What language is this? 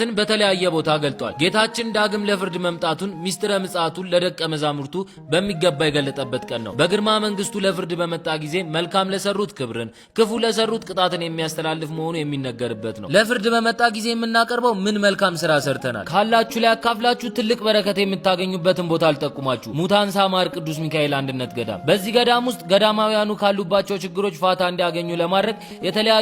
Amharic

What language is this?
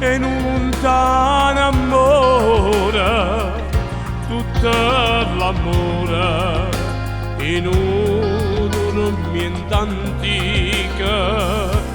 Neapolitan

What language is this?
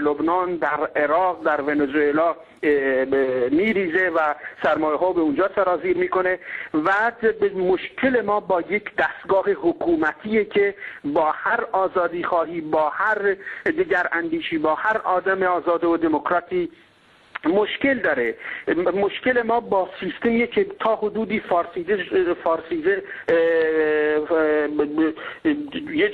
Persian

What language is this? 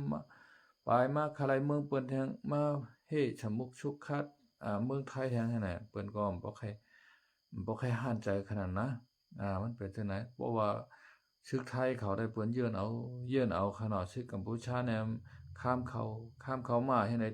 Shan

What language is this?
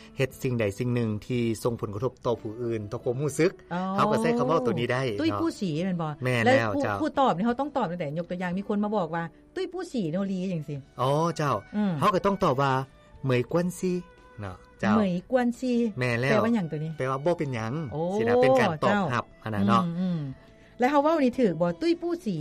Lao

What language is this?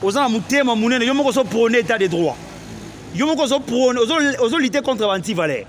Lingala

